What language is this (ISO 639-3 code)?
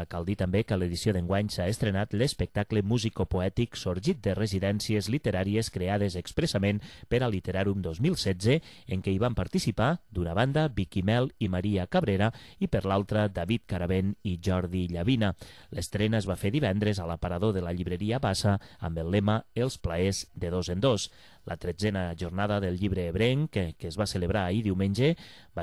cat